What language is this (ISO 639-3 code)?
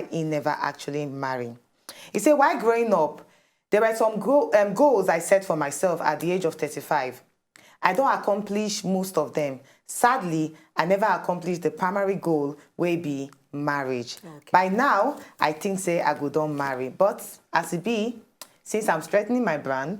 pcm